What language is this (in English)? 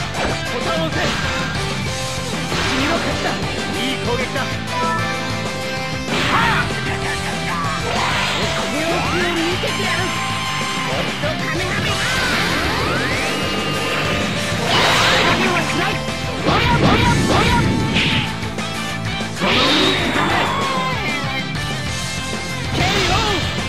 Japanese